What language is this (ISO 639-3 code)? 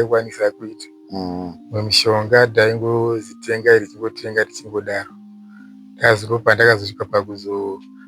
sna